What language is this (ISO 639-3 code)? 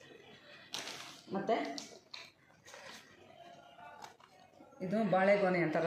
kan